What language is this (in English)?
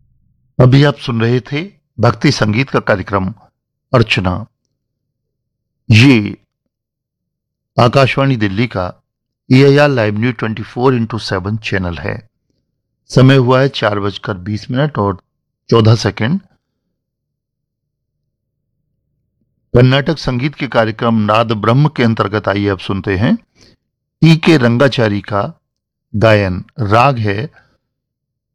Hindi